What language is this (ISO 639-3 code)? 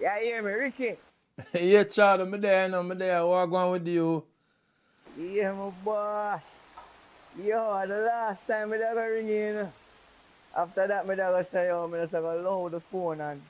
jam